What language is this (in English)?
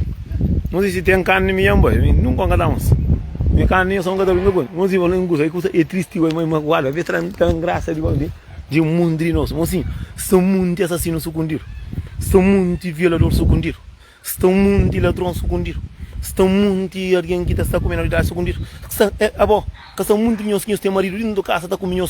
Kabuverdianu